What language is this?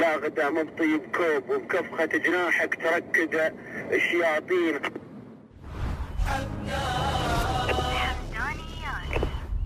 Gulf Arabic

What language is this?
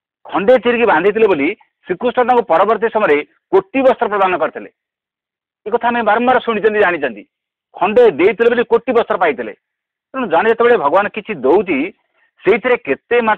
Odia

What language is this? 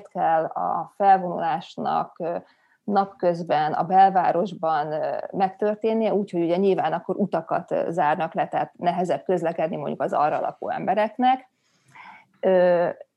Hungarian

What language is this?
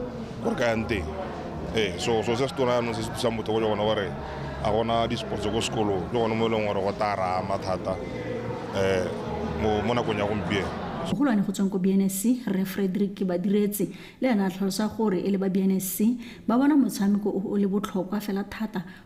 Tswana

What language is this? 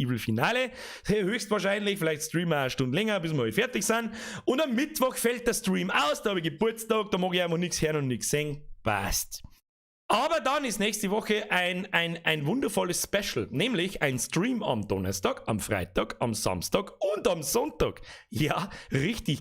Bavarian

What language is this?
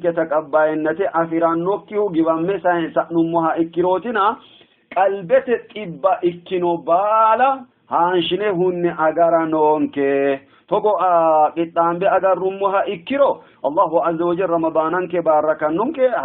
Sidamo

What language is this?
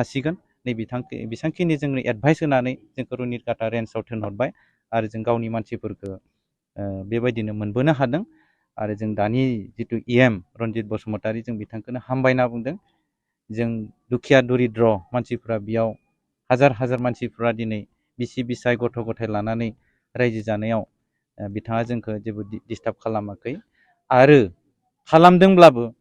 Bodo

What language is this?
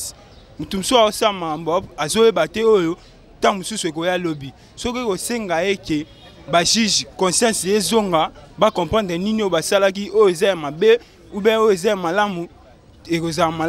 Lingala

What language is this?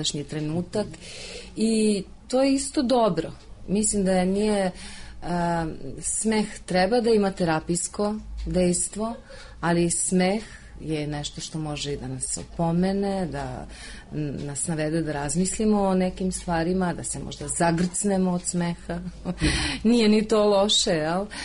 Serbian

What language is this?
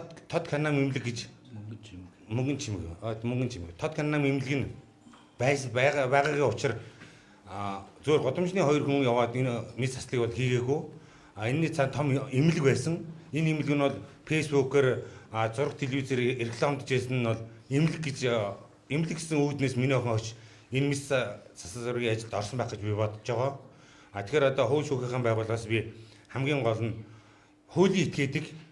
Mongolian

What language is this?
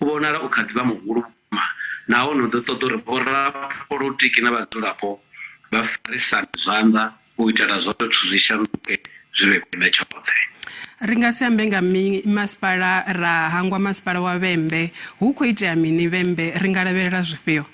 Venda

